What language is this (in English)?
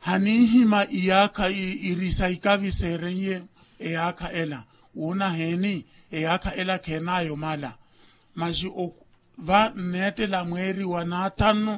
Makhuwa